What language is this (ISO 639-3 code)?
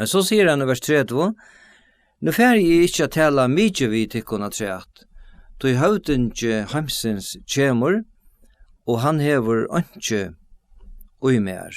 fao